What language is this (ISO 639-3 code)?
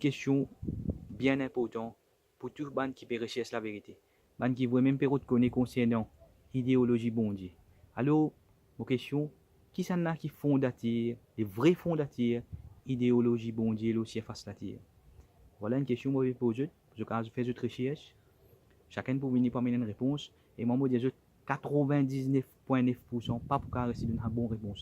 mfe